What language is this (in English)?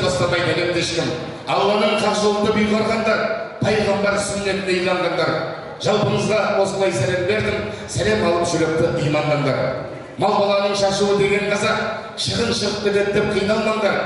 Kazakh